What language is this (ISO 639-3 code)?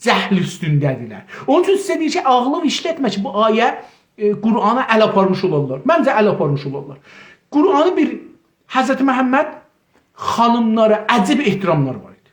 azb